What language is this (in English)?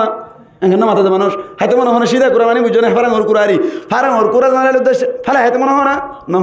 Rohingya